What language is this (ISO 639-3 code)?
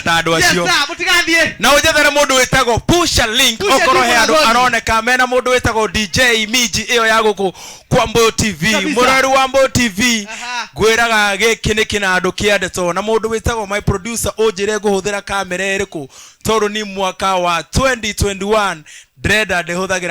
kik